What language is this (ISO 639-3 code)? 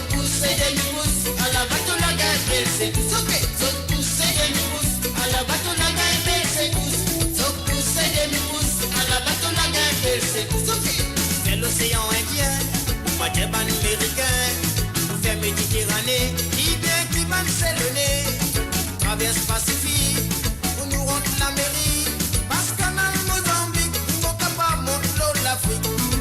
mfe